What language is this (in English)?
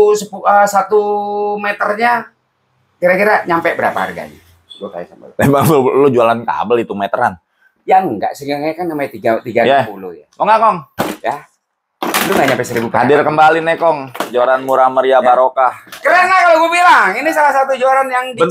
Indonesian